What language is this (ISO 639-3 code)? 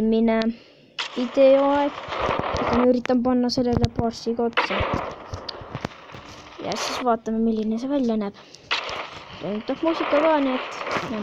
est